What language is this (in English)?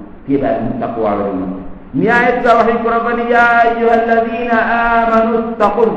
Divehi